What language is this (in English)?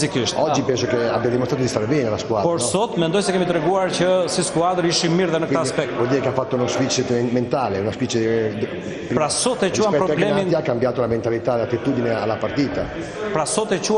Albanian